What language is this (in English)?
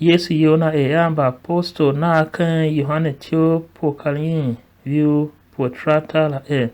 Tiv